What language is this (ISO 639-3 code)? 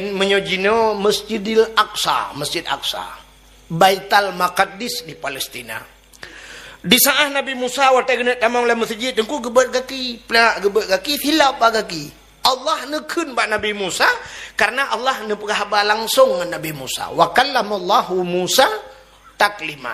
ace